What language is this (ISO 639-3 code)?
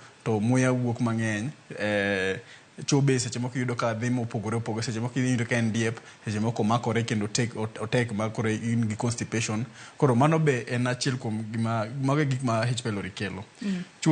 luo